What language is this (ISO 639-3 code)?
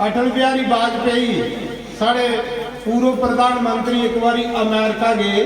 doi